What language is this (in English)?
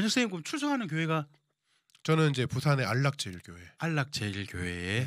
Korean